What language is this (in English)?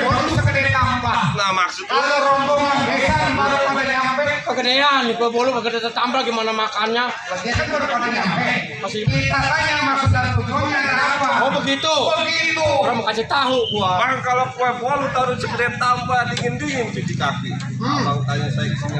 Betawi